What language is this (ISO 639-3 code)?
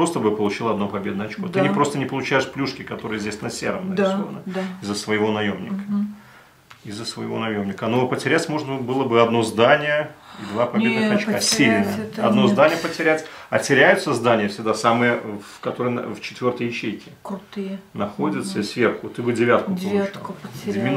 rus